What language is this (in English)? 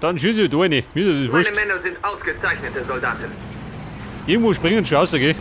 Bavarian